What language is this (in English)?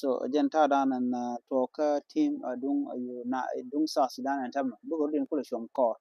Nuer